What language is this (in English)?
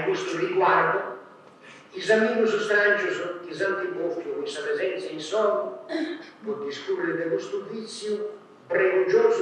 Sardinian